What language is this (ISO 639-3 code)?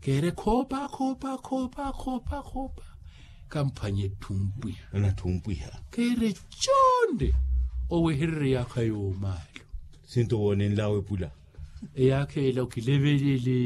vmw